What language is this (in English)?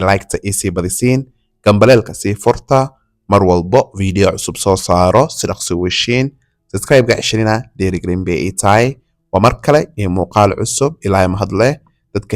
Somali